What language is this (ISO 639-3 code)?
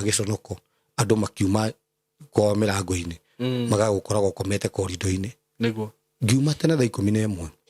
kik